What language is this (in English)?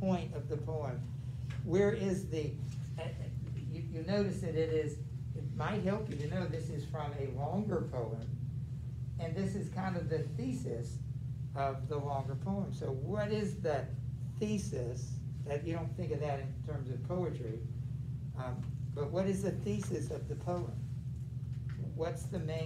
English